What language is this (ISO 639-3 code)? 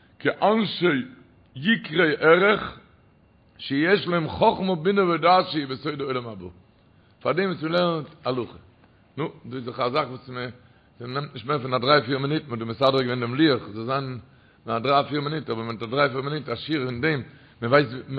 yid